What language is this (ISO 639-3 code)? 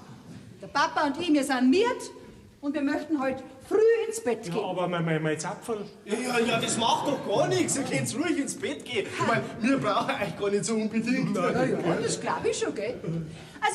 bar